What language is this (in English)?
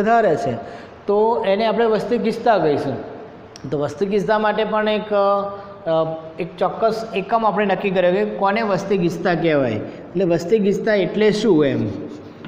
Gujarati